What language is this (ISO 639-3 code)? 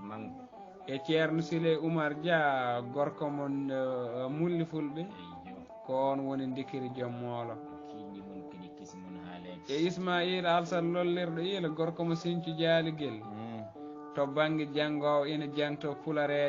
ful